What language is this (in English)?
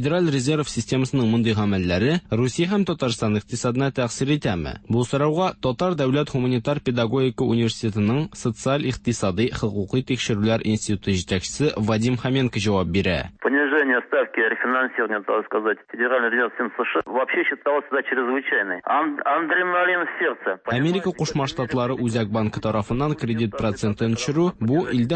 Tatar